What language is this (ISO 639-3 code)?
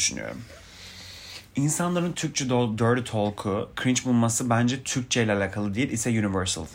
tur